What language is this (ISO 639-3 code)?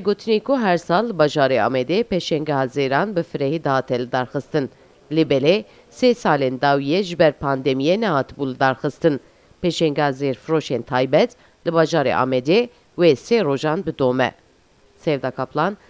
kur